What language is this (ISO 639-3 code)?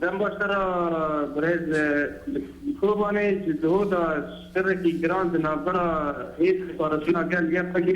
kur